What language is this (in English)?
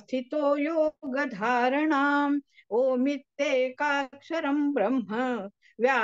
Sanskrit